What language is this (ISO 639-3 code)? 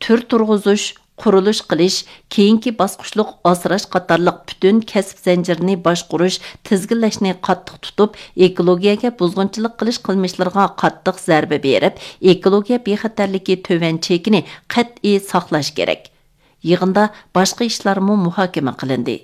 uig